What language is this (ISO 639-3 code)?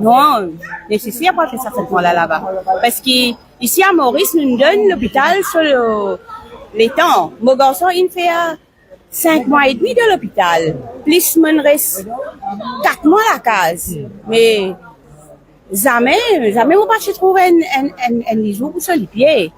mfe